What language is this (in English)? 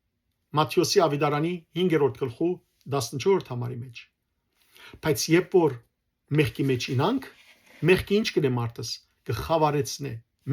Western Armenian